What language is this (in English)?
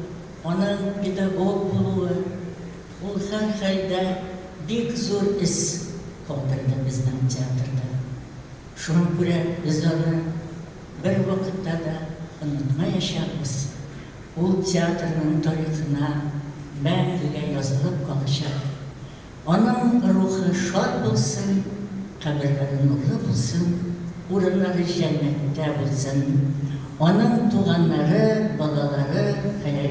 Tatar